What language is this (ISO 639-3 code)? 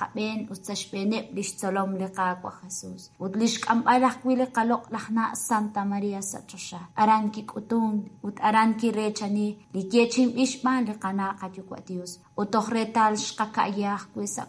kek